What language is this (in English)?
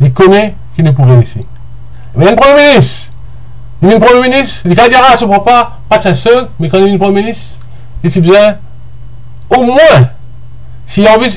Morisyen